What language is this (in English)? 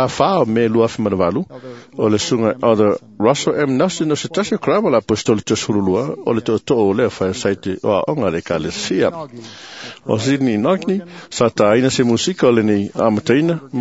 Samoan